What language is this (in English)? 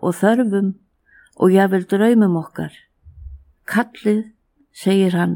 Icelandic